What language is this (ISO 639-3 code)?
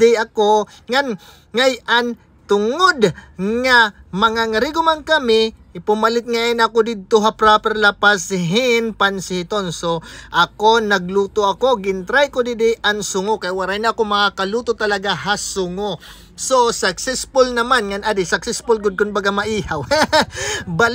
war